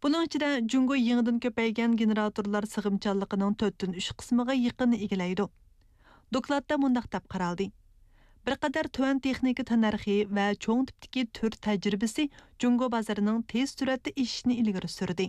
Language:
Uyghur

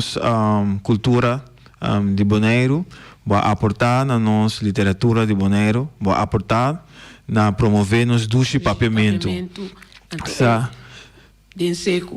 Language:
Papiamento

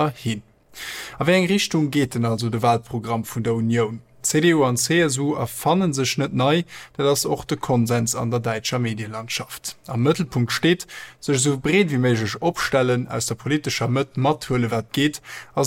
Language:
Luxembourgish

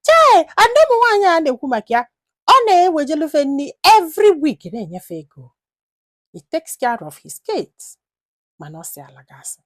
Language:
Igbo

